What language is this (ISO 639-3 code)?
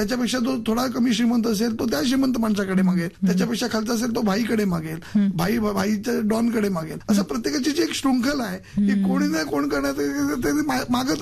mar